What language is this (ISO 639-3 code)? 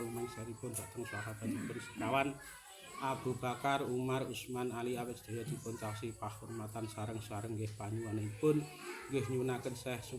jav